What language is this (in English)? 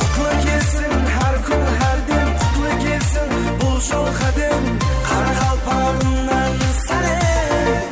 Kara-Kalpak